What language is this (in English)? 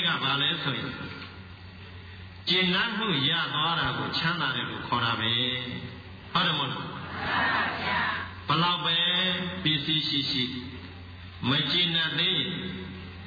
Burmese